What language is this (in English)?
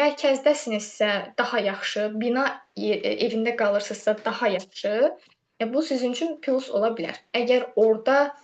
Azerbaijani